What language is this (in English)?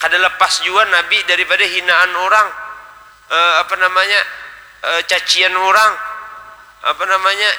Banjar